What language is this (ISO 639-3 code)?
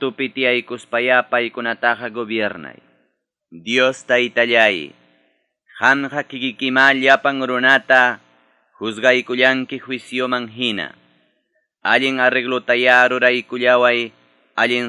quy